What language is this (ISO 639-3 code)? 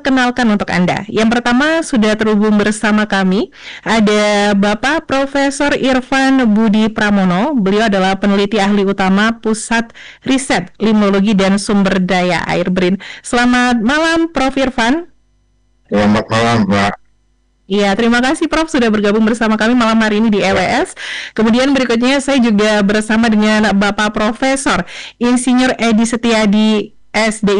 ind